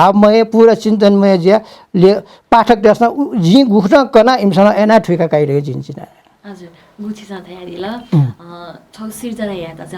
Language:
Newari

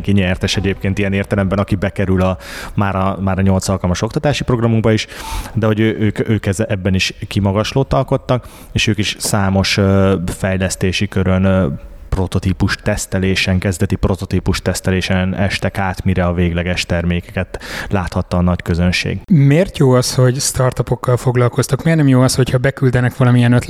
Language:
Hungarian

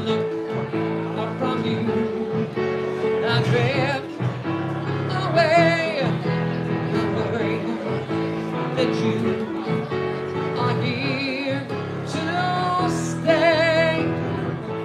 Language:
English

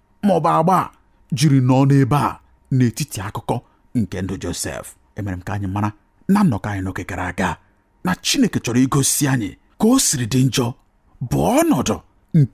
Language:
Igbo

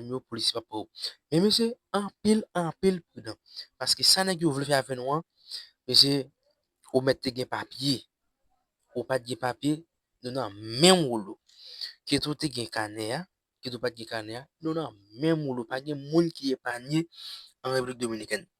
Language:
Haitian Creole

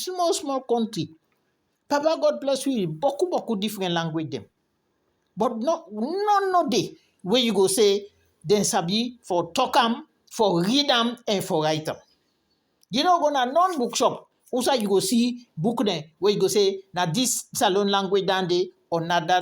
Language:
Krio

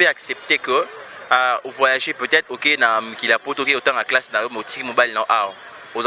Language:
Lingala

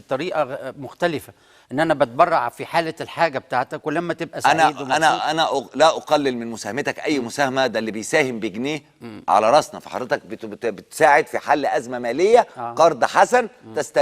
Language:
Egyptian Arabic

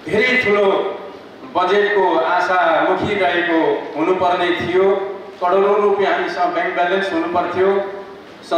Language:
Nepali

